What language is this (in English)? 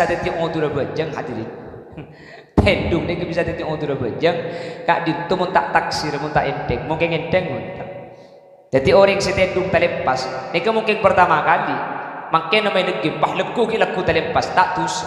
Madurese